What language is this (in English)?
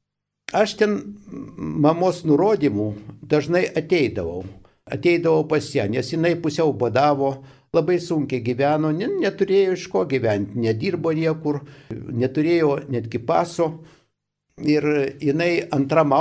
Lithuanian